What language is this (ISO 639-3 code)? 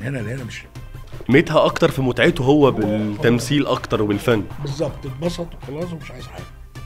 arz